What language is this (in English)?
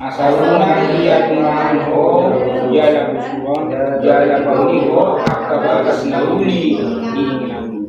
Batak Toba